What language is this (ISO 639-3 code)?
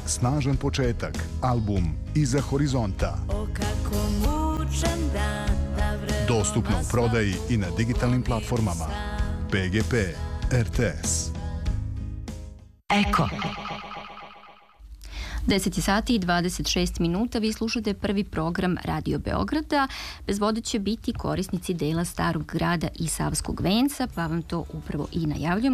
srp